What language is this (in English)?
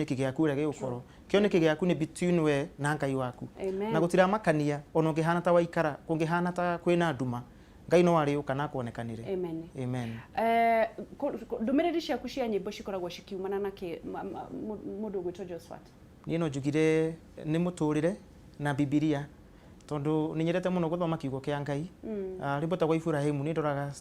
Kikuyu